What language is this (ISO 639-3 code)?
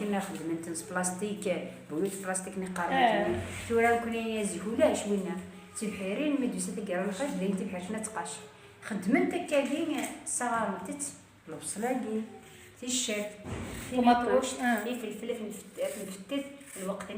kab